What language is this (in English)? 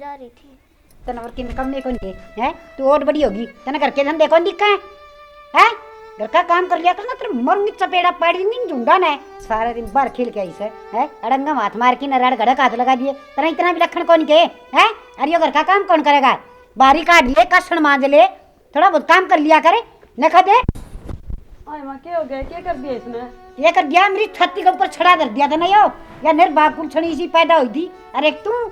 Haryanvi